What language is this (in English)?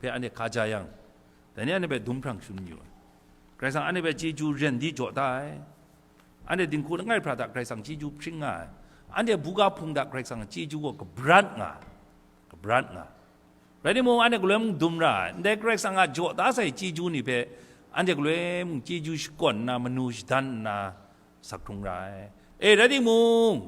Kachin